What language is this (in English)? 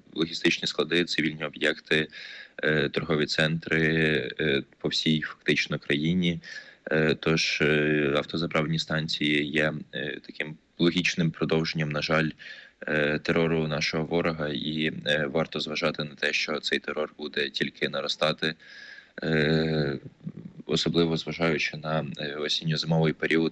Ukrainian